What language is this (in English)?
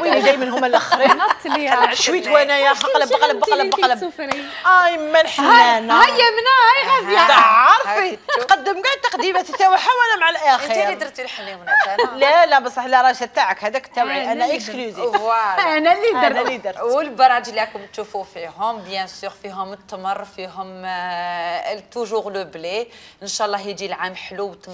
Algerian Arabic